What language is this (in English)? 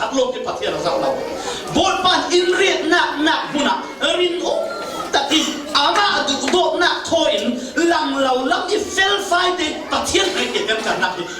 Falam Chin